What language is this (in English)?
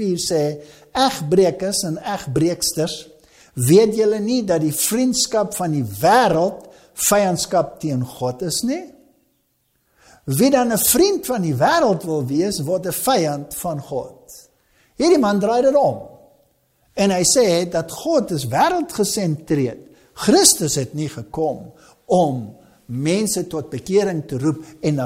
Afrikaans